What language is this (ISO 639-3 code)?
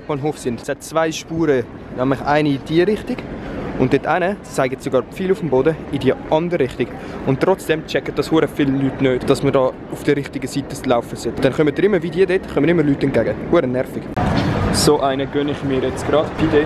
gsw